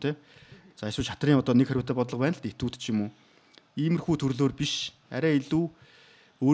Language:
Mongolian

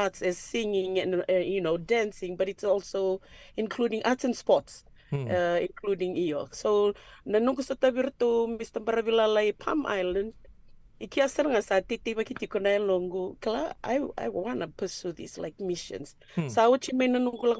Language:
Fijian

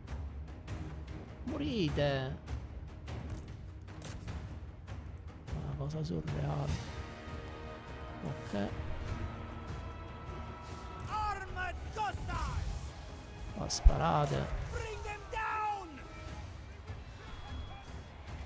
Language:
Italian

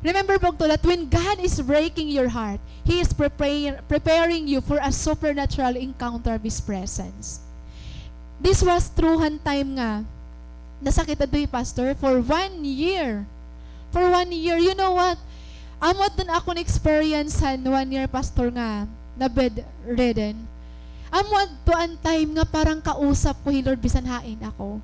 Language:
Waray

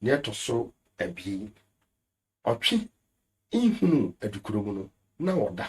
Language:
Akan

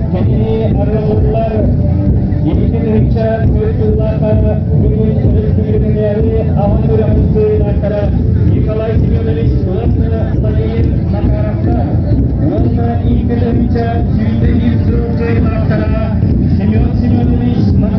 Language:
Yakut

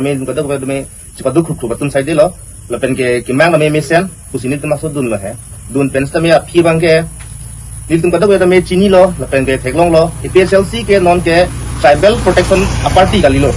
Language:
Karbi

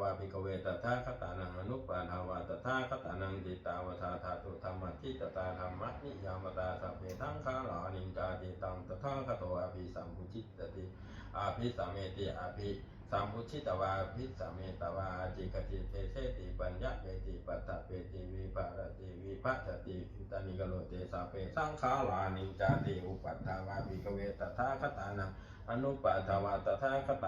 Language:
Pali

